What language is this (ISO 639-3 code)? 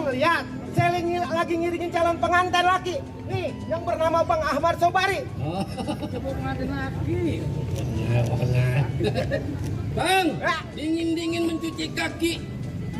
bew